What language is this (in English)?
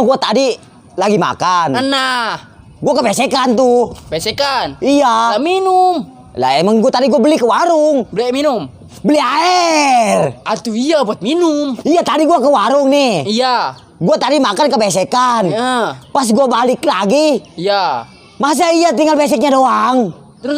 Betawi